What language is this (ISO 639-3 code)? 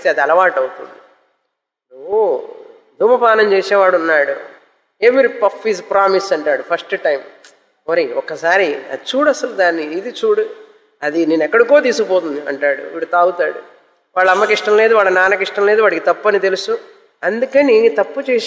tel